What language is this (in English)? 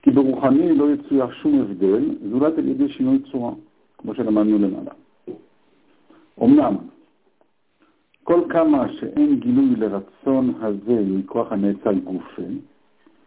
Hebrew